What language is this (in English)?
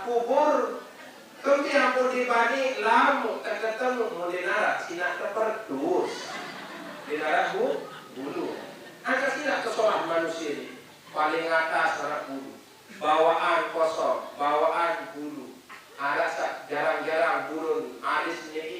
Sasak